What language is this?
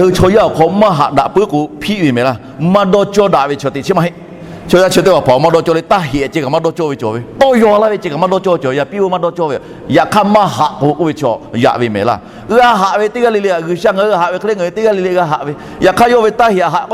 Lahu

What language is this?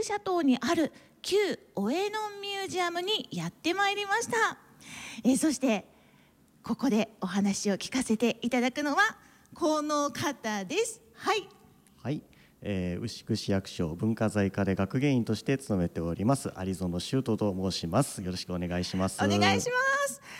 Japanese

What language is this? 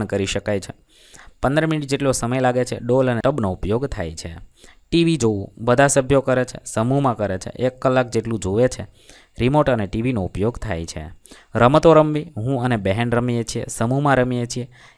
Gujarati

